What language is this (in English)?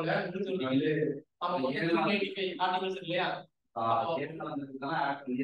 Tamil